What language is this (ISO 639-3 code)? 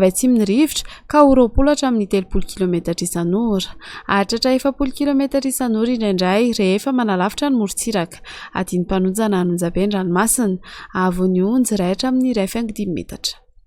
mlg